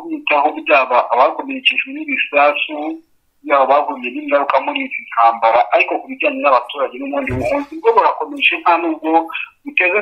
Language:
Kinyarwanda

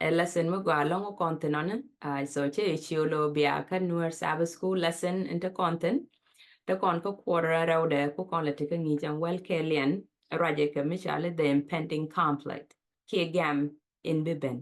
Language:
Nuer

